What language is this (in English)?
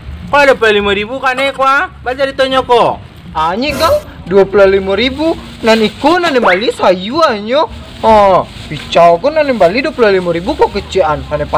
Minangkabau